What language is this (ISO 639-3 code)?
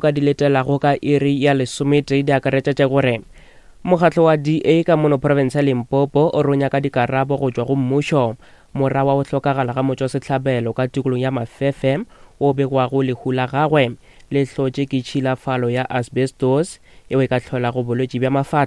nso